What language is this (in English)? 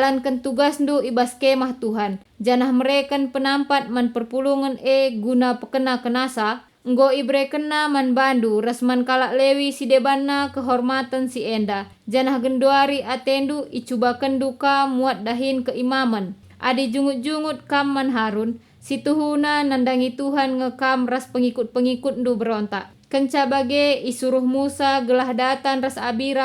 Batak Karo